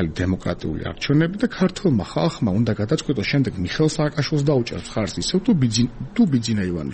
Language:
Georgian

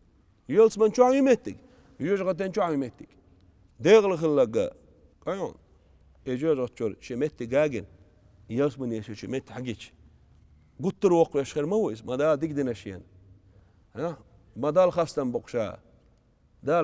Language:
Chechen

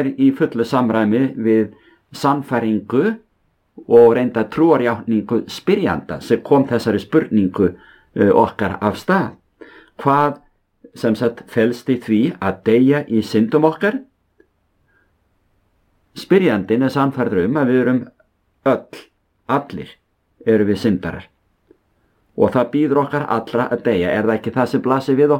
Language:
Icelandic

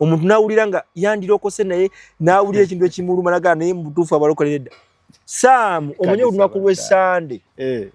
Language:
Ganda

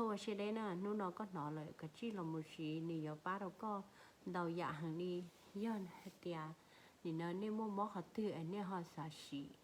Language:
Hmong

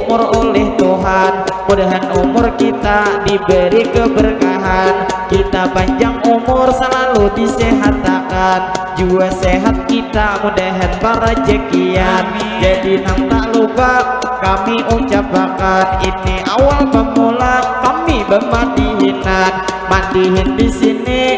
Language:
Banjar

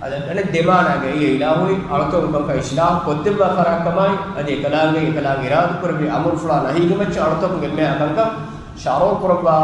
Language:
Divehi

